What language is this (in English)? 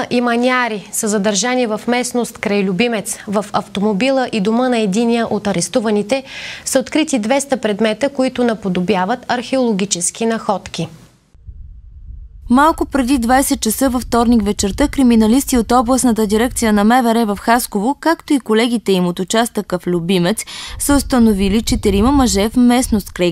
Bulgarian